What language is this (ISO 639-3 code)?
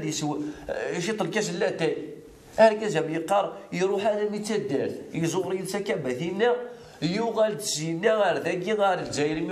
kab